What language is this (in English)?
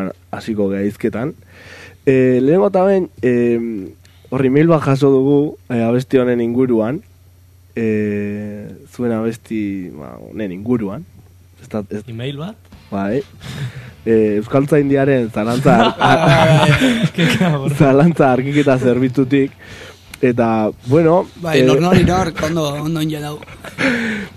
Basque